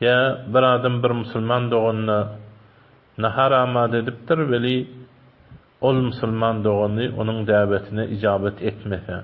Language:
Turkmen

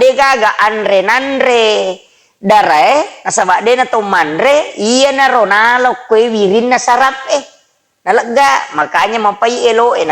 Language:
Buginese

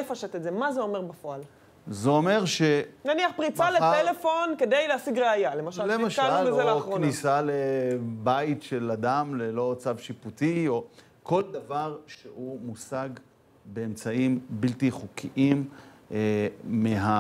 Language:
Hebrew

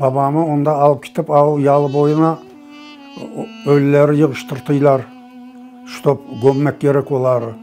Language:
Crimean Tatar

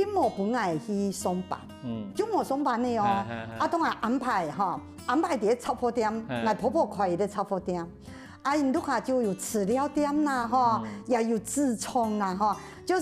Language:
Hakka Chinese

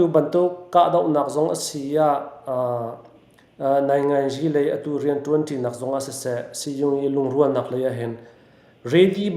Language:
Hakha Chin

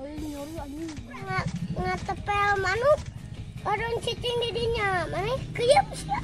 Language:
Sundanese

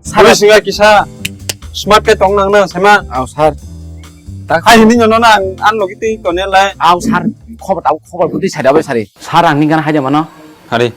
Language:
Kok Borok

